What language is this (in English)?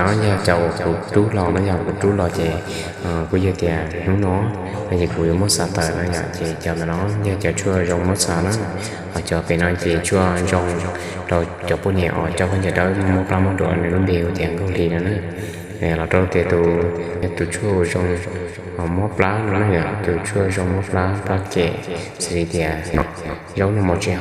Hmong